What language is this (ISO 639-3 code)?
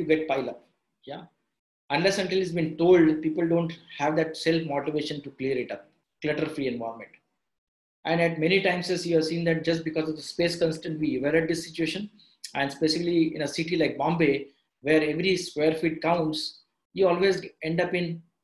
eng